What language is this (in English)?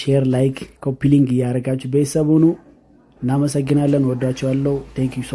Amharic